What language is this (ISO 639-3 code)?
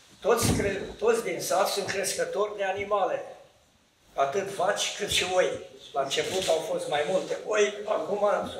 ron